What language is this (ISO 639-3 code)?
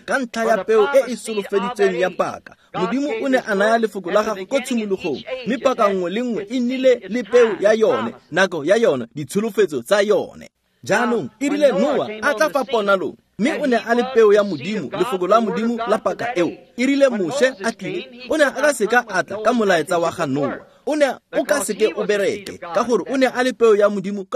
tsn